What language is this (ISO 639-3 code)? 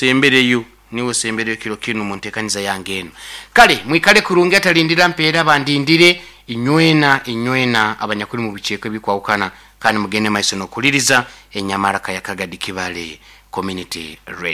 nyn